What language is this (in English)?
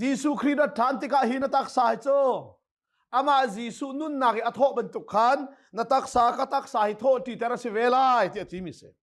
Hakha Chin